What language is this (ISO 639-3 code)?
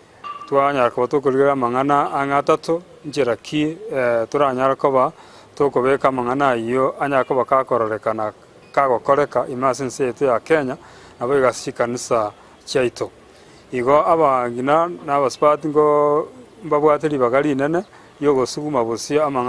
guz